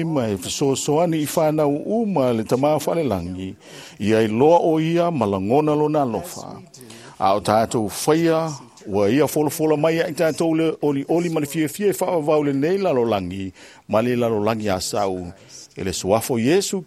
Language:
Samoan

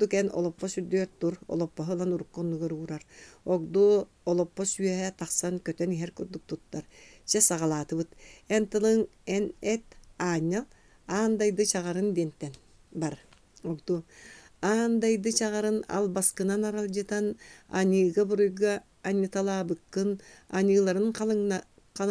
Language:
Yakut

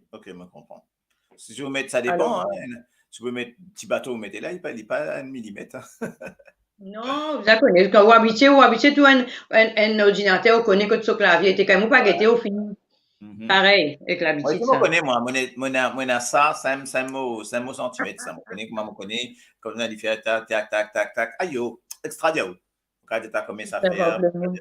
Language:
Morisyen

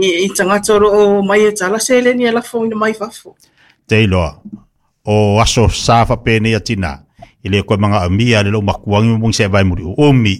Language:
Samoan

